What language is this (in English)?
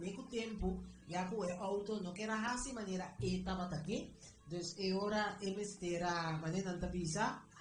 Papiamento